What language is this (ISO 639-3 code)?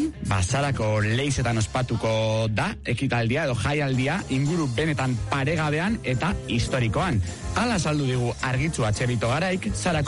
eus